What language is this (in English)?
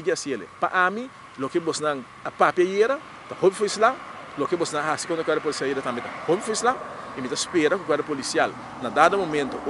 Papiamento